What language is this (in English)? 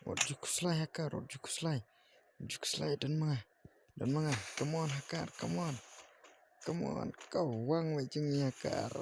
Khasi